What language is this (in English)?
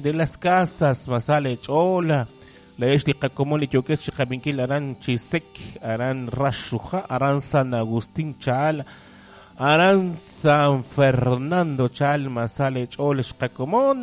Kekchí